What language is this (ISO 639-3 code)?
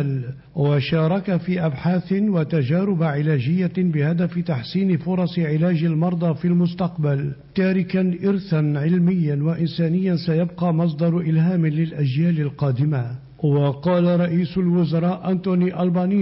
ara